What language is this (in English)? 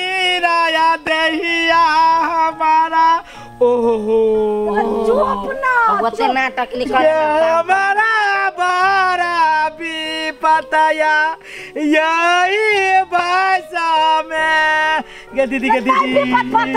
Maithili